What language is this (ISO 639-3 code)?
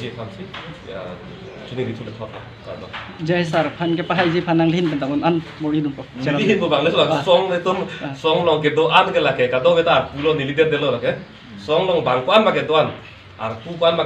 mjw